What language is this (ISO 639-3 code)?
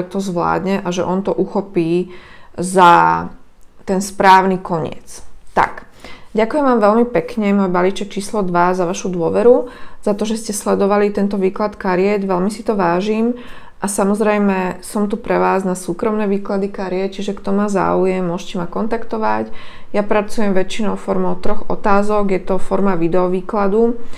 slk